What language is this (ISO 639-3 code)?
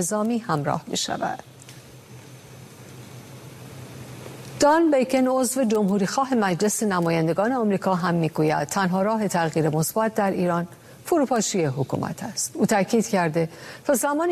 fas